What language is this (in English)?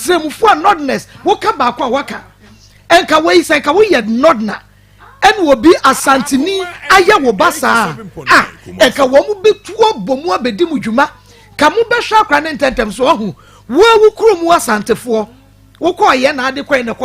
Akan